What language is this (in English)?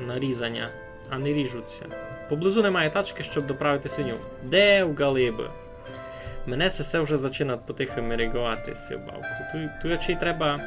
Rusyn